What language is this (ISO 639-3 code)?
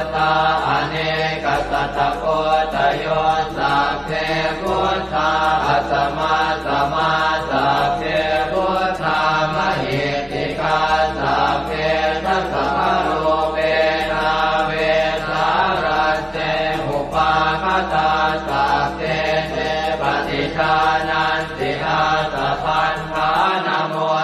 pli